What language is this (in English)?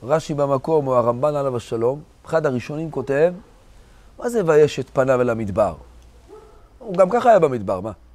Hebrew